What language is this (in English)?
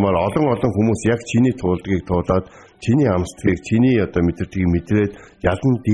Mongolian